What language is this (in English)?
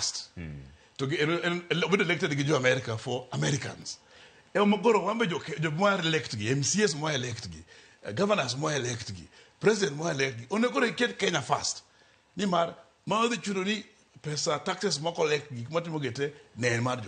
Luo (Kenya and Tanzania)